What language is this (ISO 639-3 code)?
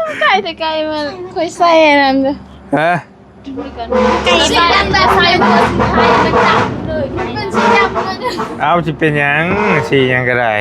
tts